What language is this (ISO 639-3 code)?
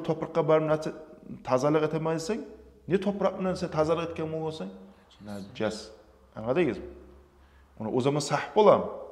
kum